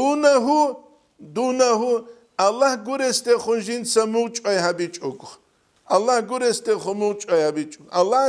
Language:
Avaric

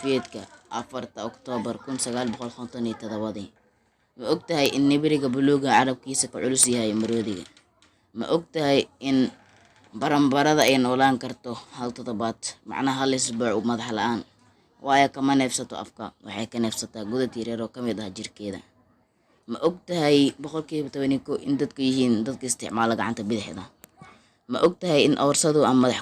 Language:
Somali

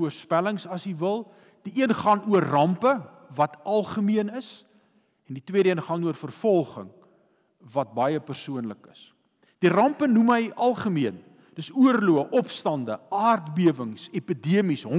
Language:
Afrikaans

